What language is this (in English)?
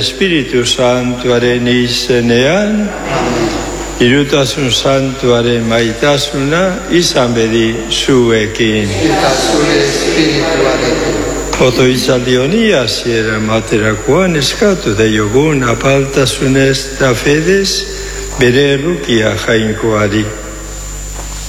Basque